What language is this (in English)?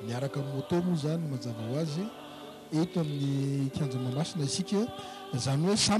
Malagasy